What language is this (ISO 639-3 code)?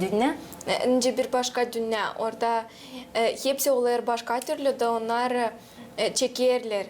gag